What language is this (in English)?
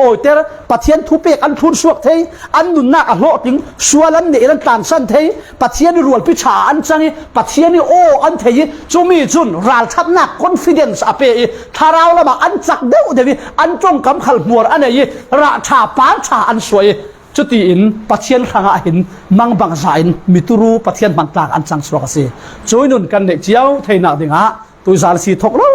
Falam Chin